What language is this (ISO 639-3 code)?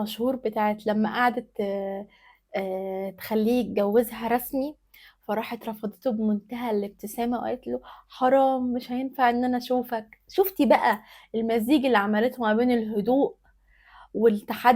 arz